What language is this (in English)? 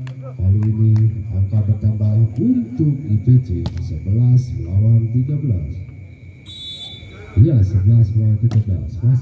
Indonesian